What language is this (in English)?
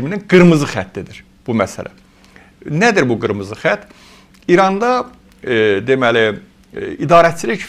Azerbaijani